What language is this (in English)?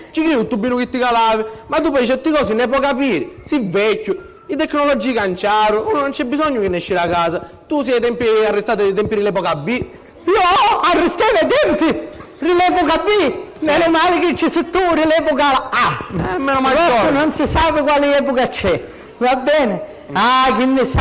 Sicilian